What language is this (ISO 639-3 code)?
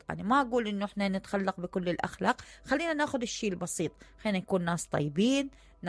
acm